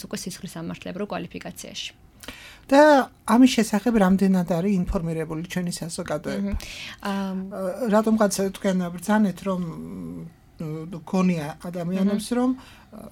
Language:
Georgian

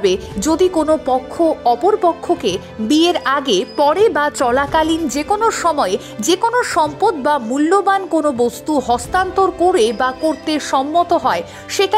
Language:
Bangla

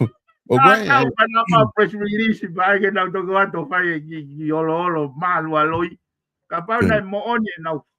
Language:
Tongan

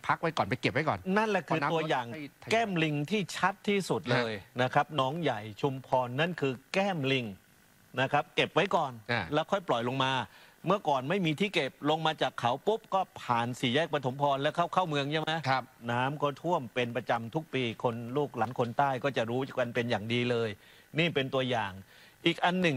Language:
Thai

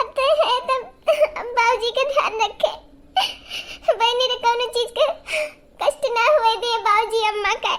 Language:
Awadhi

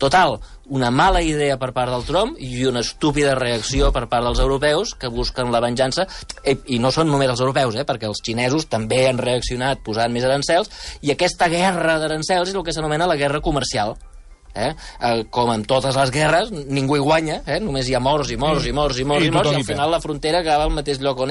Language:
Catalan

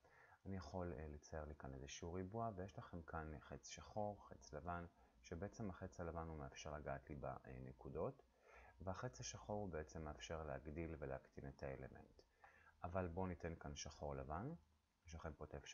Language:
Hebrew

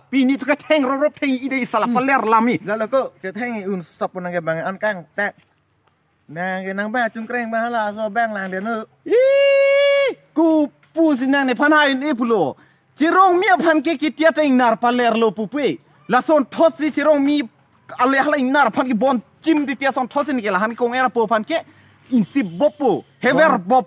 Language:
Karbi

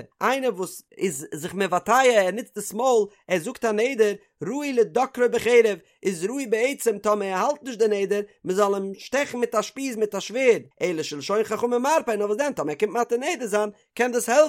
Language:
Yiddish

